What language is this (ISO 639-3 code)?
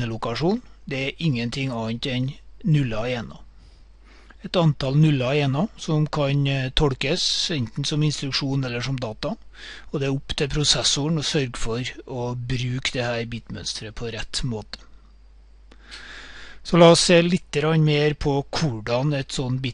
nor